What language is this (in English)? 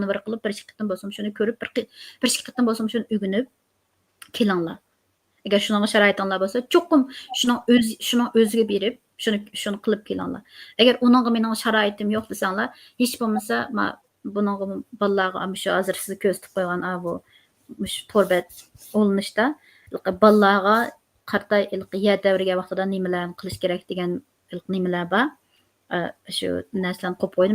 Uyghur